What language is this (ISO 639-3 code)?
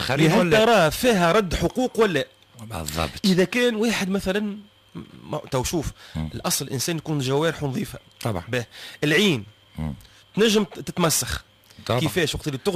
aeb